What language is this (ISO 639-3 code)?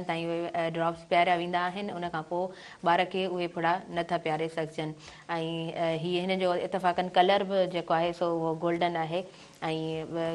snd